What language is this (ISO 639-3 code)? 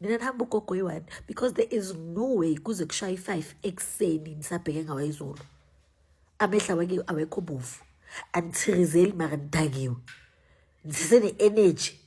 zul